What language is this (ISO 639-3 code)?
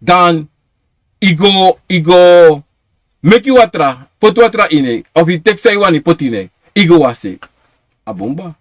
srn